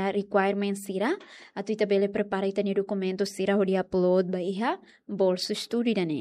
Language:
Tetum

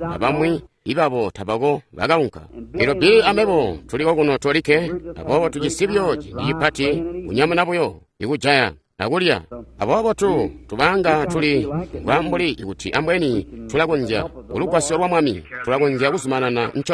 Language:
Tonga (Zambia)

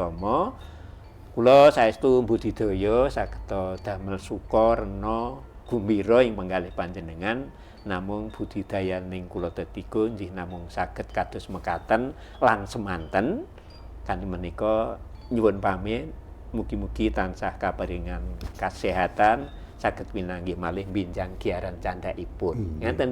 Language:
Javanese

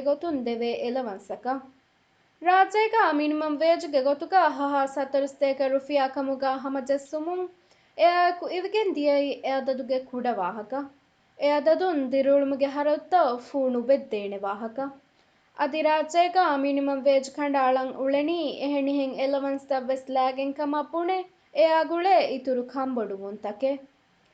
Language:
Divehi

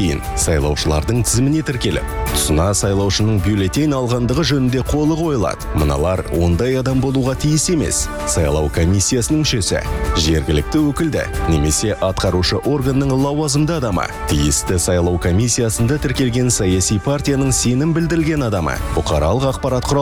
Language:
Kazakh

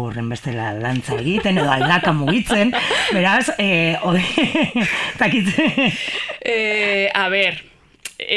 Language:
Basque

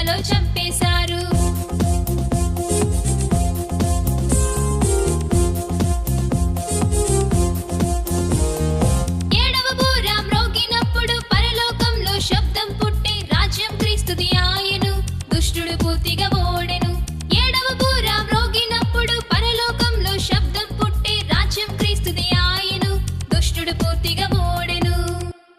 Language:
Telugu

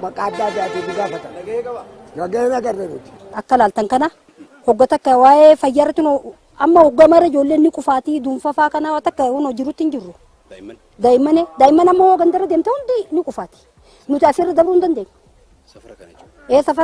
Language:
Oromo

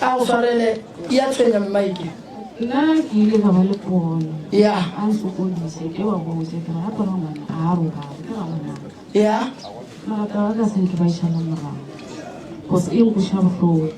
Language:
Northern Sotho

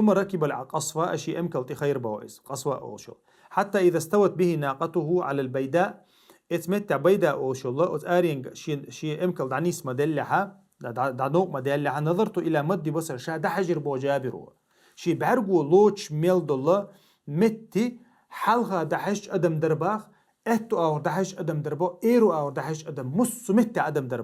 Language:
Chechen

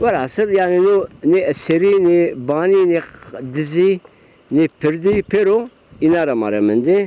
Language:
Zaza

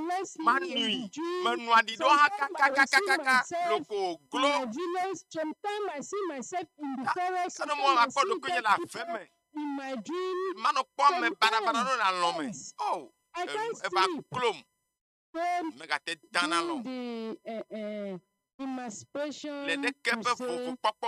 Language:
Ewe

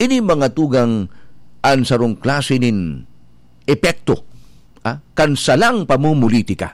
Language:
Bikol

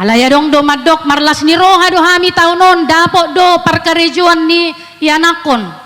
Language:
Batak Toba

